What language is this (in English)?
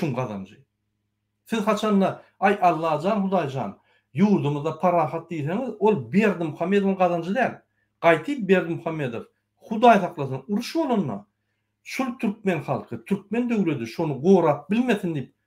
Turkmen